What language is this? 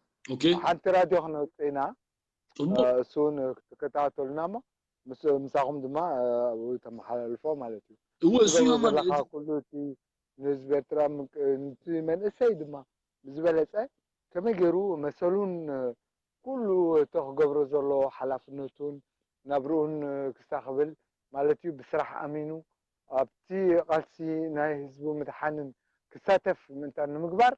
Tigrinya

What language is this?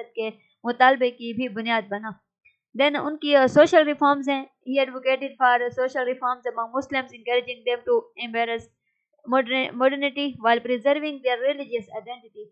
Urdu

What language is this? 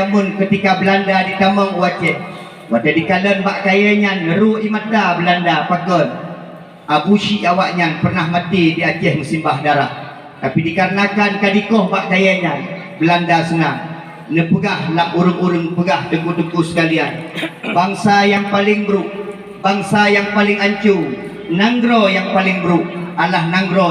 Achinese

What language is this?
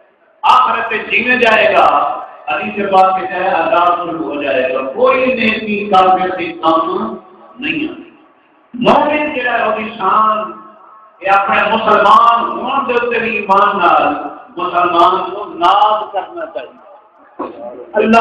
Saraiki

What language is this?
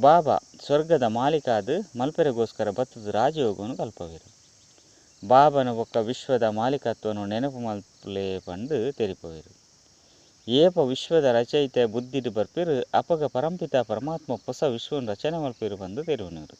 Tulu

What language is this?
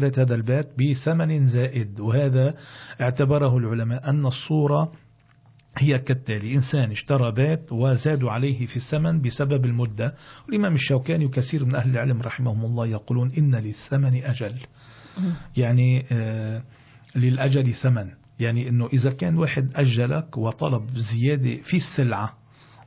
Arabic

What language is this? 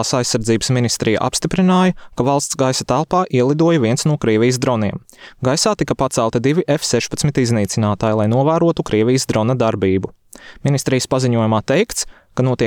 Latvian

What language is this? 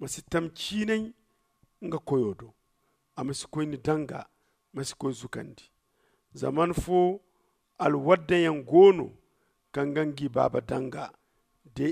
Zarma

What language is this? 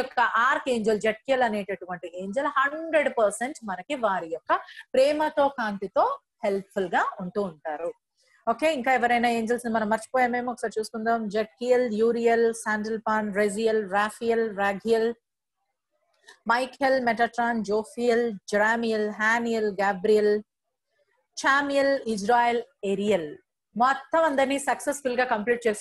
Telugu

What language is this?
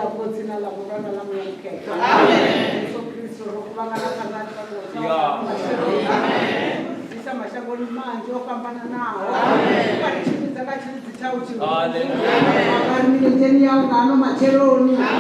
Venda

